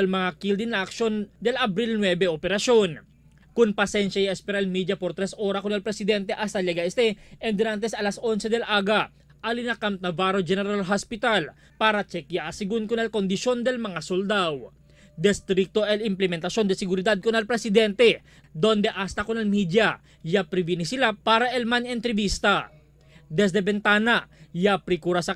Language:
Chavacano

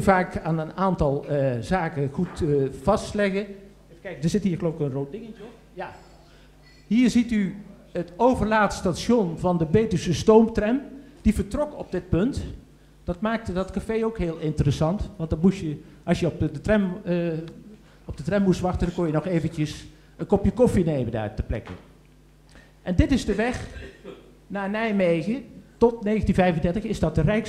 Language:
Dutch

